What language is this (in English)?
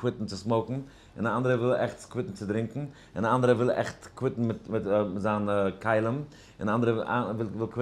Yiddish